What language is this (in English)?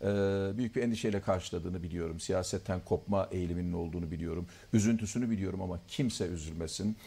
Turkish